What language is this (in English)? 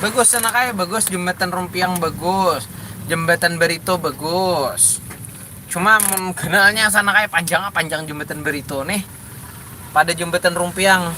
Banjar